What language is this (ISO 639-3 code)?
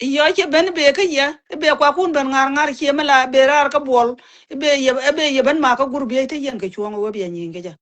nus